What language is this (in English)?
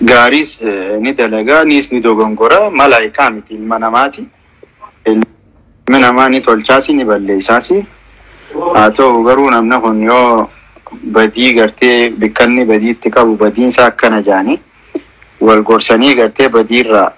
Oromo